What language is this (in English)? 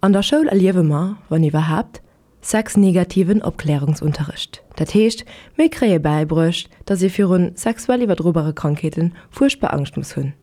Luxembourgish